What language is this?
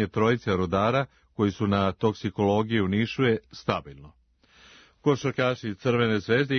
Serbian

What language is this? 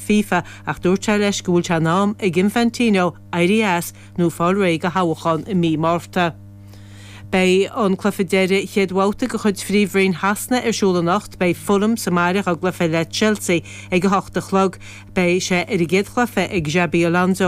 Irish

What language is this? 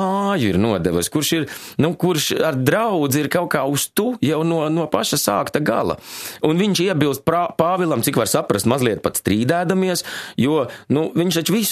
Latvian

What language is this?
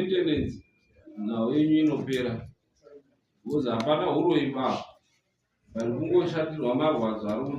Shona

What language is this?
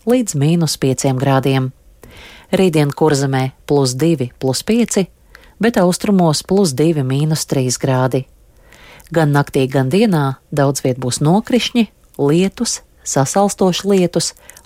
Latvian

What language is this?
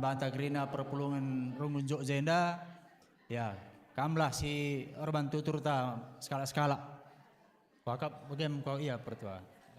Batak Karo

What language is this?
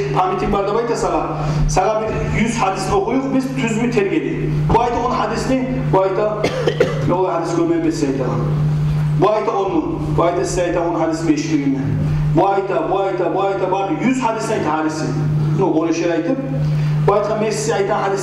Kumyk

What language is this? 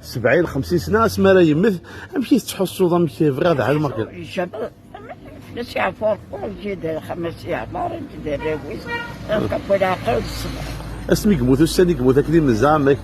Kabyle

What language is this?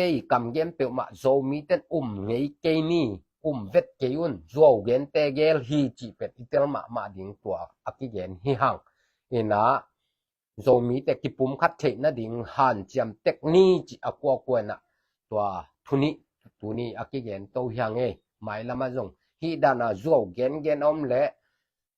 Tedim Chin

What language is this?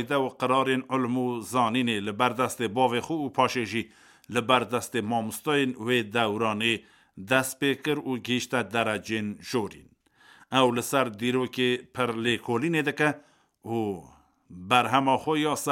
Kurdish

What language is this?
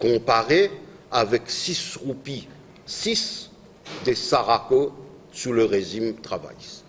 Morisyen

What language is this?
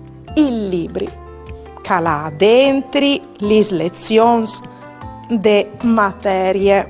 Friulian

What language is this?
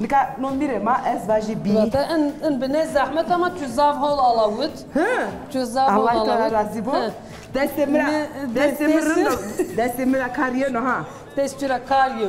Zaza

